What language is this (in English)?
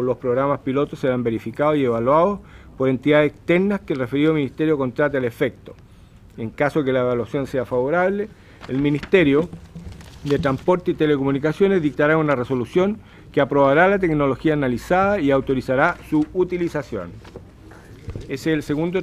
Spanish